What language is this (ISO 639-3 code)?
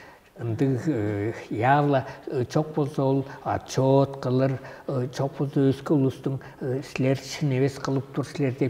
tyv